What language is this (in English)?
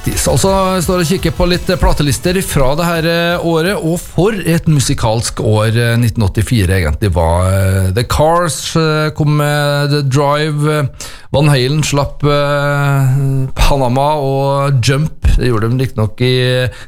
Norwegian